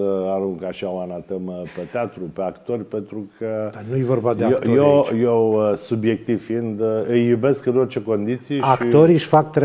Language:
Romanian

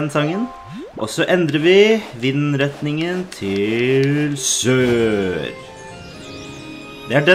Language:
Norwegian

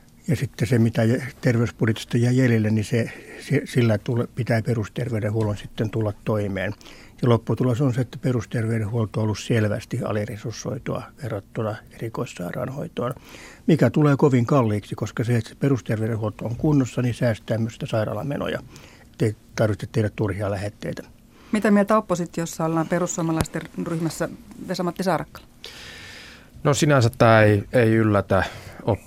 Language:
Finnish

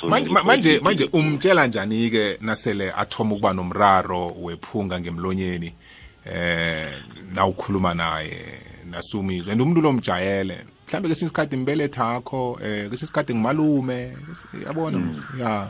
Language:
South Ndebele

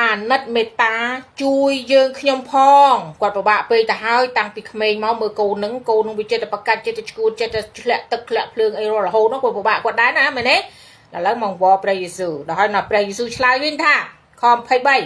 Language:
Khmer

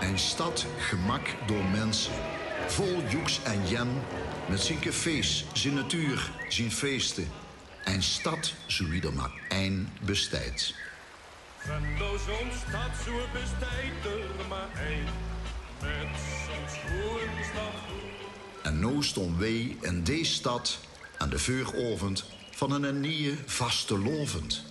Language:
Limburgish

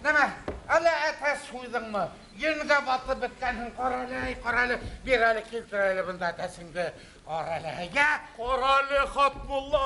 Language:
Bashkir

